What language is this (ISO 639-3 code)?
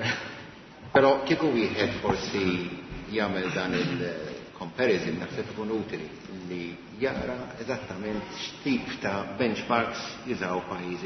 mlt